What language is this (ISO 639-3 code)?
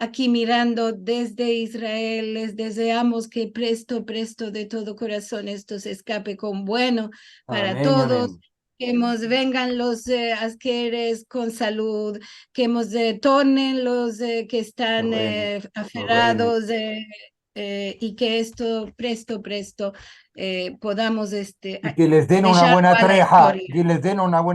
lad